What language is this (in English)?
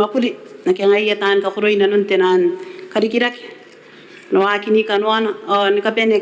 Gilbertese